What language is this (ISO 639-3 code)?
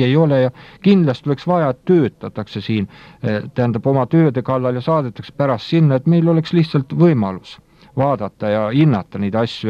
est